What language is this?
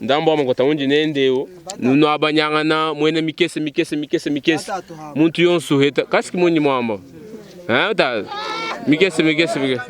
Luba-Lulua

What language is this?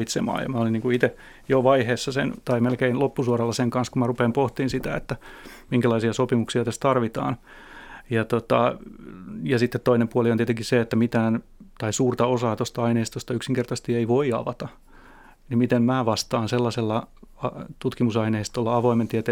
Finnish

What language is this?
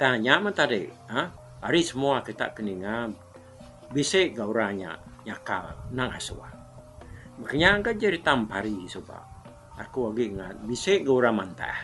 Iban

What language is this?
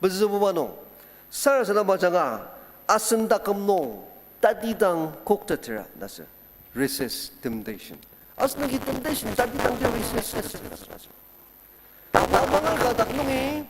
Ao Naga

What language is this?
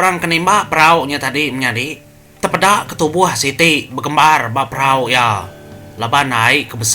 Iban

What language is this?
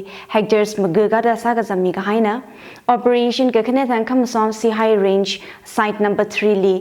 Tangkhul Naga (India)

